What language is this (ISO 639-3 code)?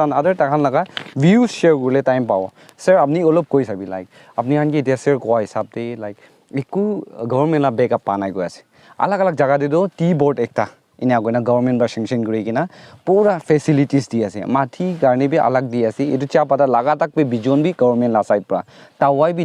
nag